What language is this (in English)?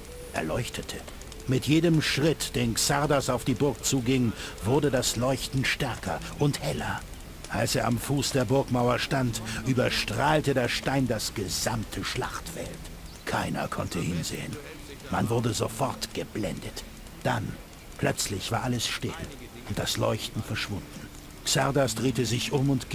Bavarian